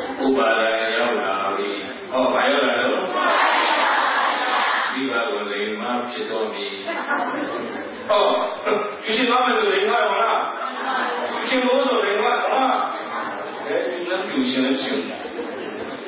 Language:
Burmese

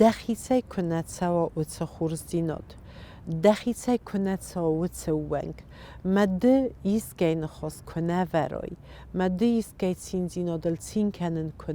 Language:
Ossetic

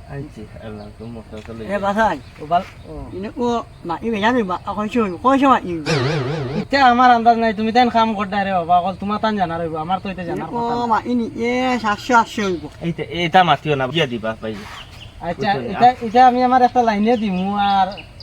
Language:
Sylheti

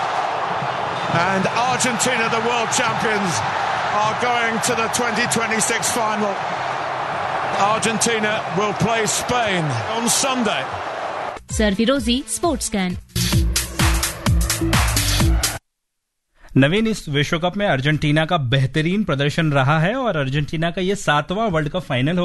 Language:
Hindi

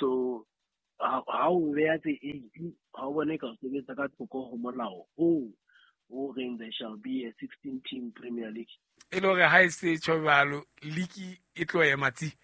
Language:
Southern Sotho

